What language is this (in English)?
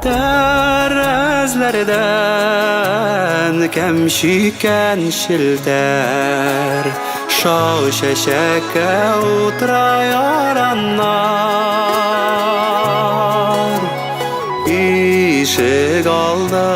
Bashkir